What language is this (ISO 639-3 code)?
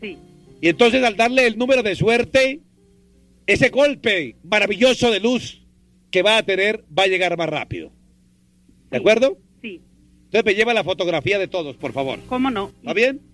spa